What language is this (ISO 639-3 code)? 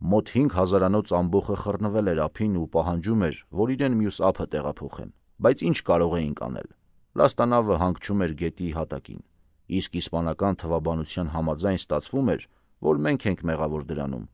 hye